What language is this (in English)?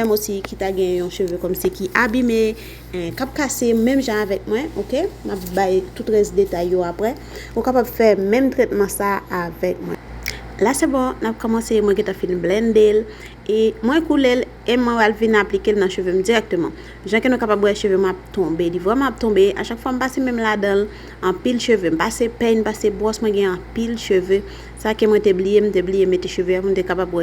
Haitian Creole